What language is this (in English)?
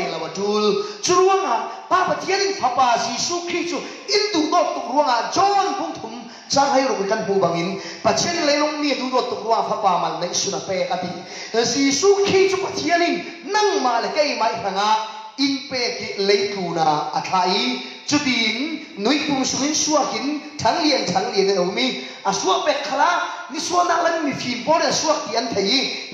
Falam Chin